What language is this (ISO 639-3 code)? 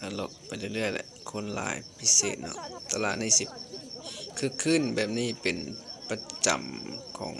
lao